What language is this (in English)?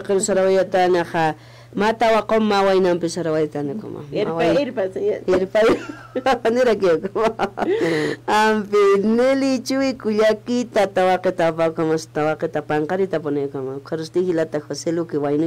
Aymara